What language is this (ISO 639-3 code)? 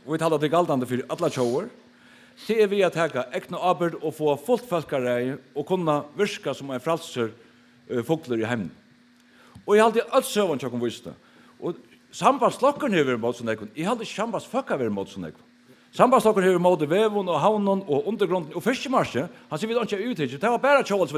fao